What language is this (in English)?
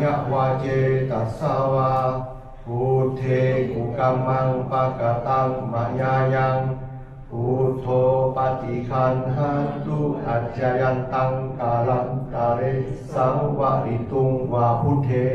Pali